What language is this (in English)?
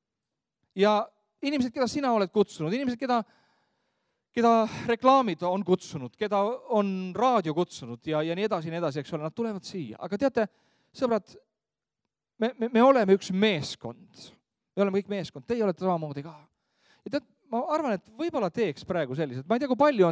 Estonian